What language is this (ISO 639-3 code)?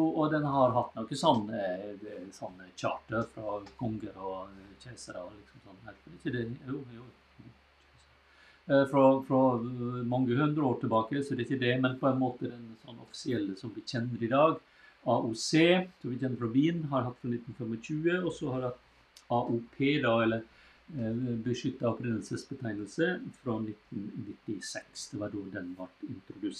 nor